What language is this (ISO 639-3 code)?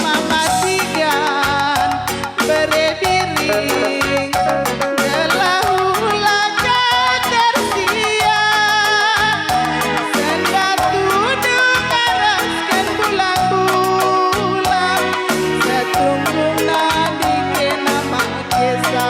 btx